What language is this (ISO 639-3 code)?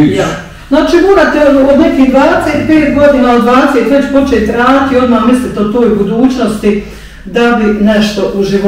bos